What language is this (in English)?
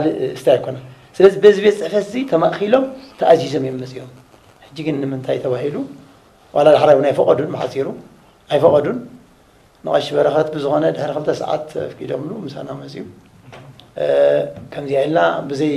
Tigrinya